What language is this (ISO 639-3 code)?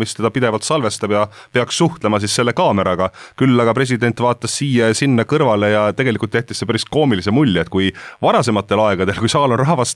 est